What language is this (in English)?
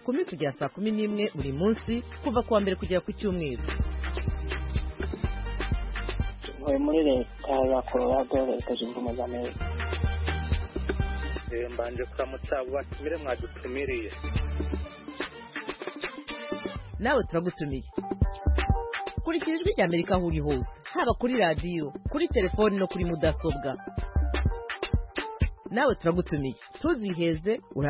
Kinyarwanda